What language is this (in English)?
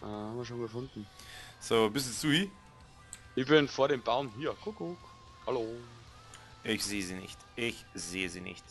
Bavarian